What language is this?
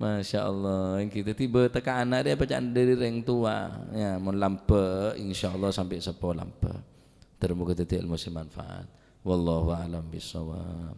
Madurese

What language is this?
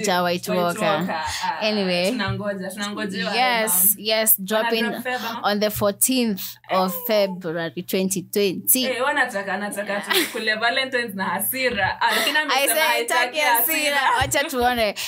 Swahili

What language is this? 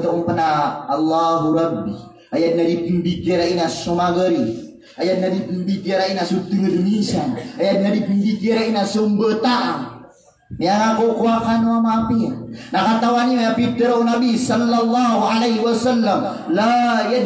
Maranao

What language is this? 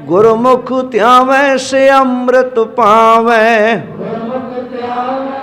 Punjabi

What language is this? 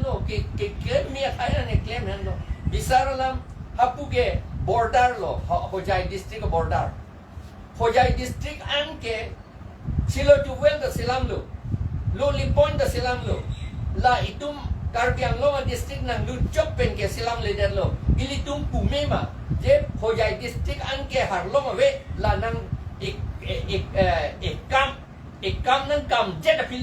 Karbi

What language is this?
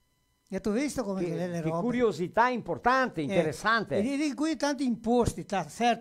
Venetian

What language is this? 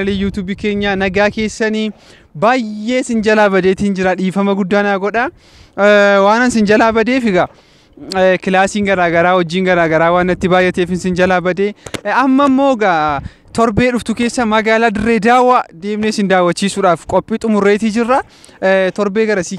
Oromo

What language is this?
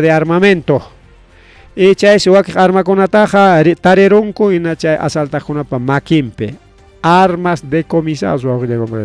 Ayacucho Quechua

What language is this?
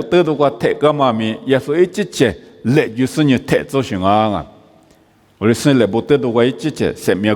Lisu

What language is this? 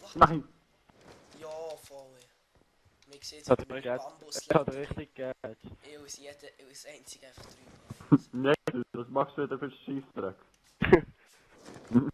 Swiss German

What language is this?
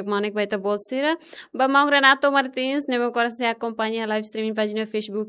Tetum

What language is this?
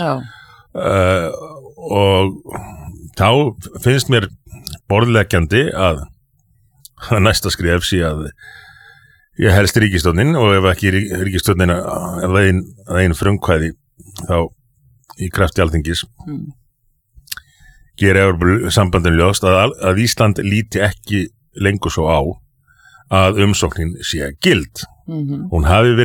Icelandic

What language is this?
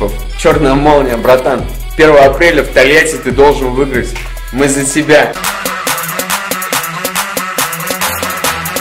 Russian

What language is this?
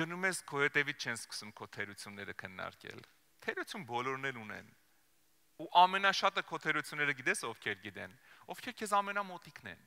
Armenian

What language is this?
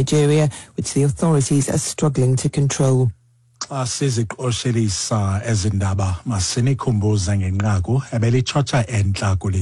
Xhosa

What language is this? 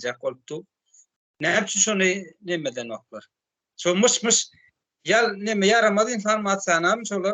Turkmen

